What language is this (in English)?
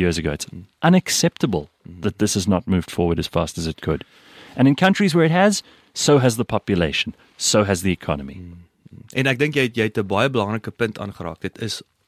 Afrikaans